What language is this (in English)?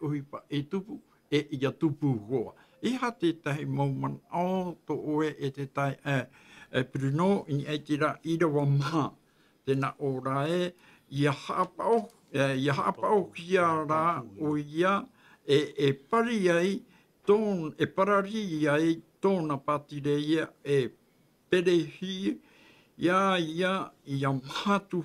Tahitian